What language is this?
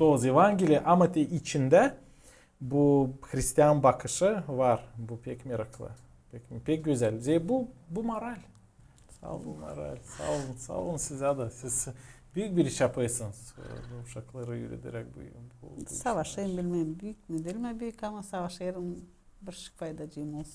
Gagauz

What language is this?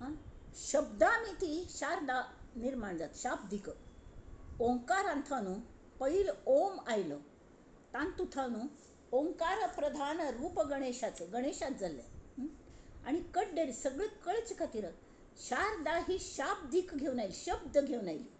Konkani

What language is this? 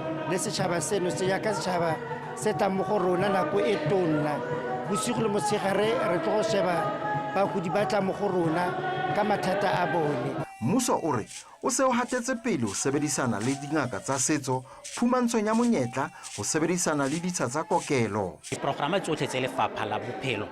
Northern Sotho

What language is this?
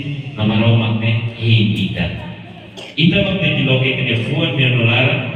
Tetum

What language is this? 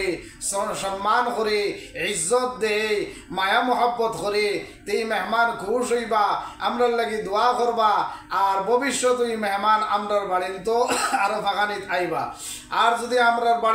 Sylheti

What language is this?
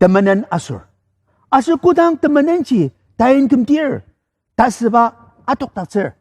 Ao Naga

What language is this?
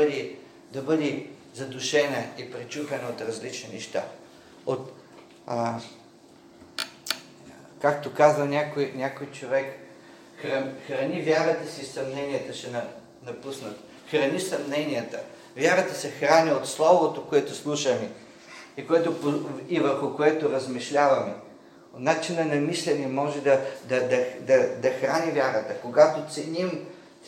Bulgarian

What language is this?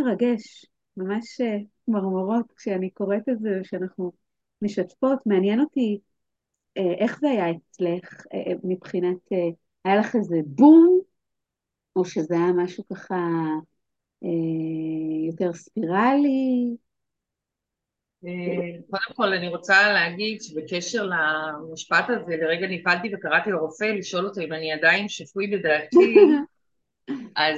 Hebrew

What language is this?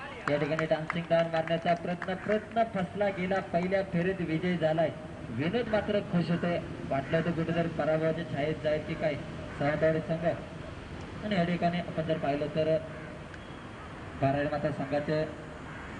Marathi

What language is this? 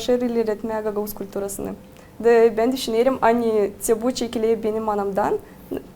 Gagauz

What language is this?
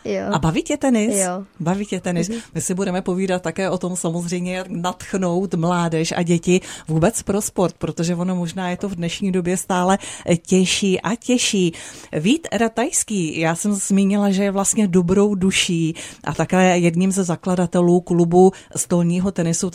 Czech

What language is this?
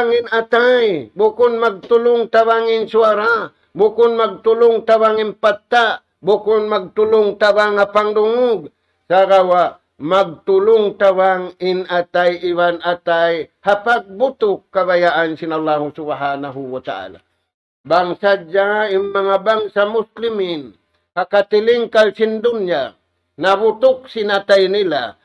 Tausug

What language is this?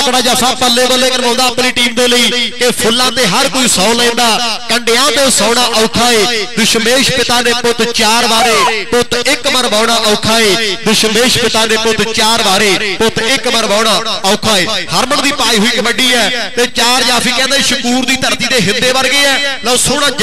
Punjabi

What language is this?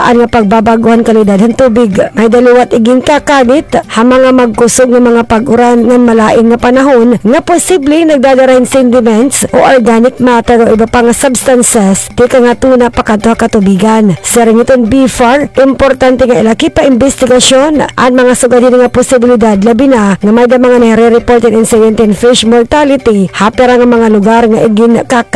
Waray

